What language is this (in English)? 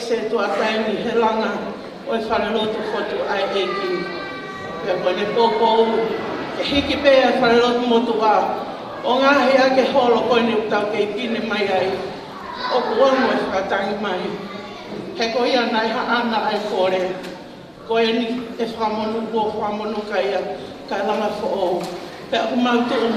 Tongan